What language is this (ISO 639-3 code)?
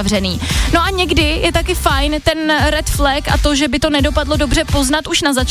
ces